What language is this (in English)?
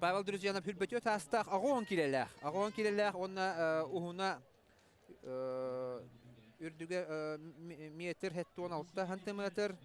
Yakut